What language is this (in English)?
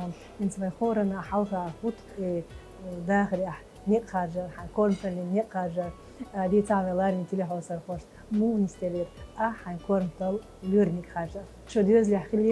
Chechen